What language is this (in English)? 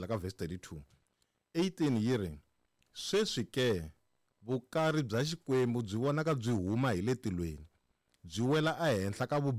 Tsonga